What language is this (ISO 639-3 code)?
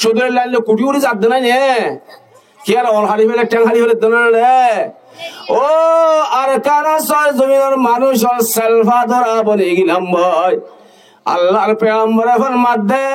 rhg